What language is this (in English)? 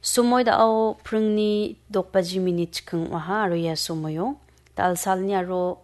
Garo